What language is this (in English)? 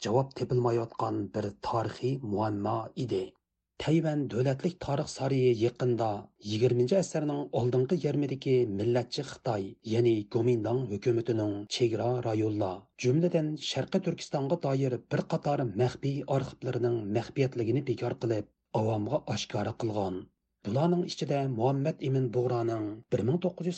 Uyghur